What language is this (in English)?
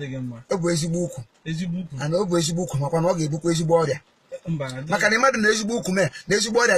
Igbo